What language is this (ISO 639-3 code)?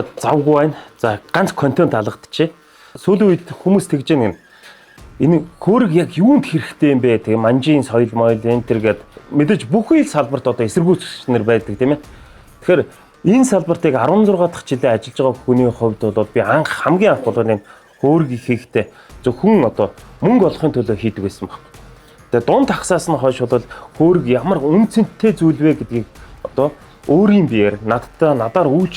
mon